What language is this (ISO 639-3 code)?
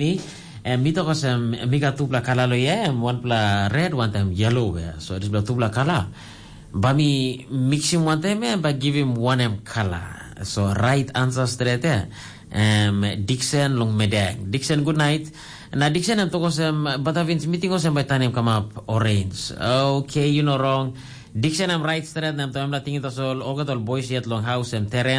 tpi